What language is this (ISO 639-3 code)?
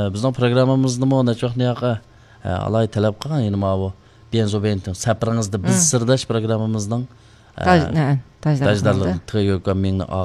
uig